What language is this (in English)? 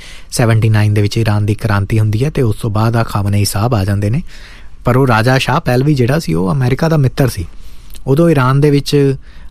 Punjabi